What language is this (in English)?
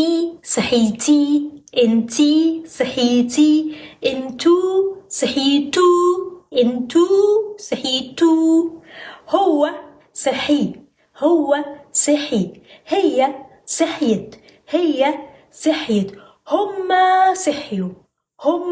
Egyptian Arabic